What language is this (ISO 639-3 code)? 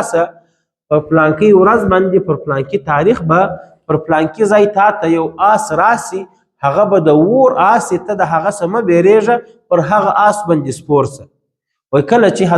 pus